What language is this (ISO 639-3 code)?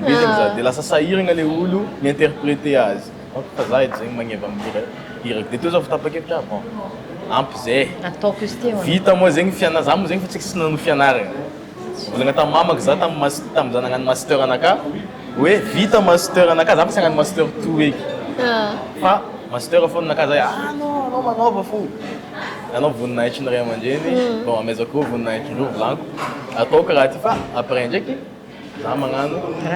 mlg